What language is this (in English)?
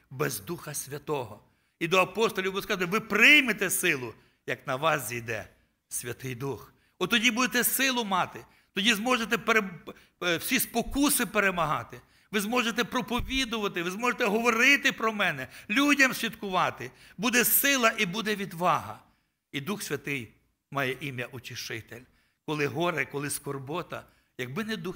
Ukrainian